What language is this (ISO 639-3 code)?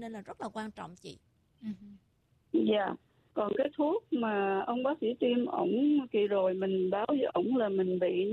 vie